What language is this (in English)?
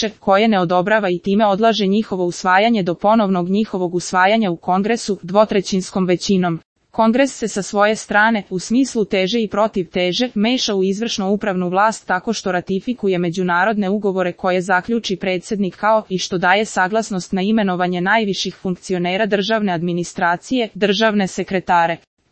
Serbian